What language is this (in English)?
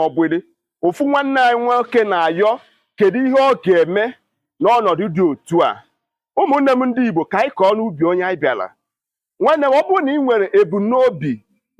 Igbo